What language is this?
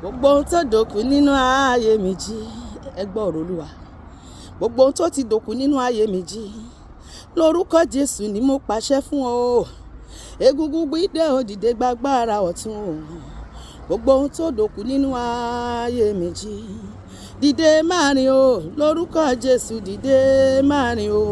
Yoruba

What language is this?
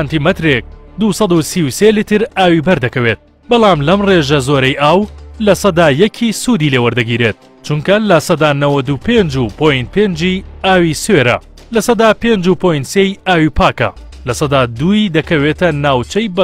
Central Kurdish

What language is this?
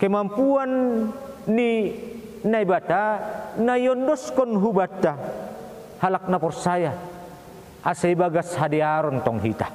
Batak Simalungun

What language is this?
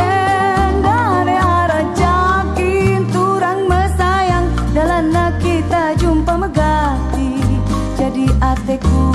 Batak Karo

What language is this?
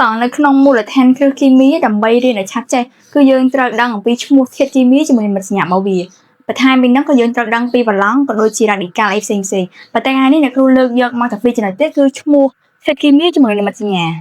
Khmer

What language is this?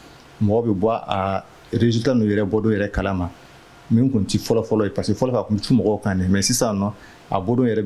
Bambara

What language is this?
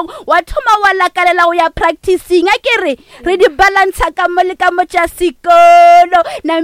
Northern Sotho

